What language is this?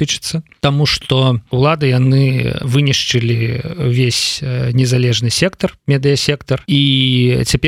Belarusian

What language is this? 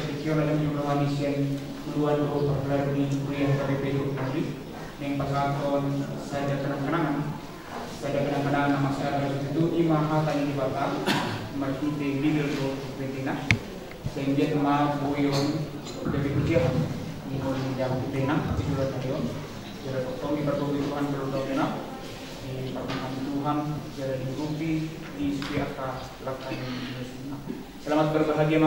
Batak Toba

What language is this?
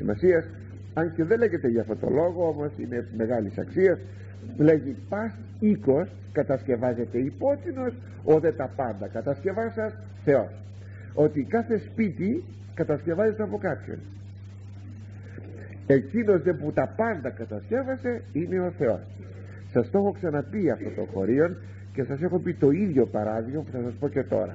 Greek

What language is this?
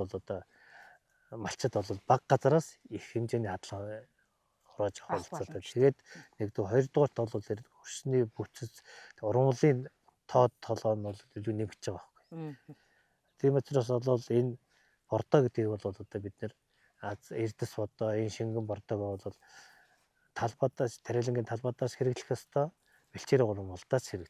Mongolian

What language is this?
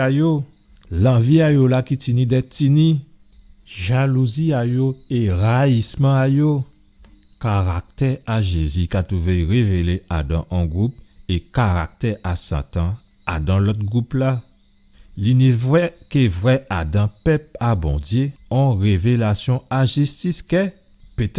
Guadeloupean Creole French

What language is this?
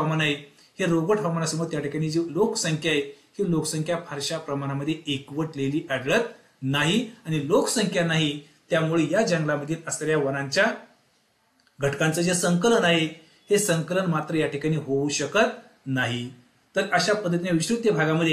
Marathi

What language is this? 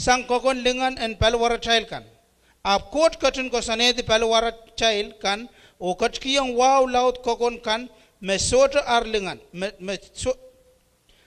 Pohnpeian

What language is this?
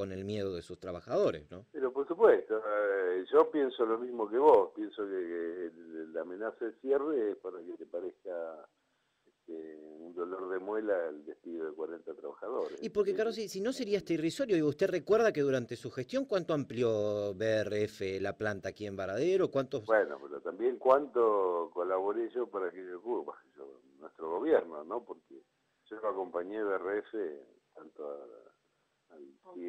Spanish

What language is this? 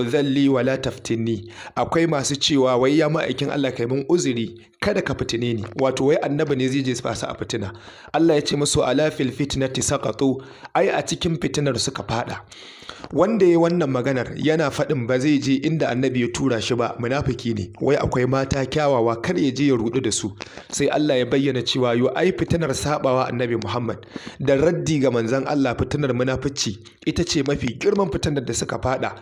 Hausa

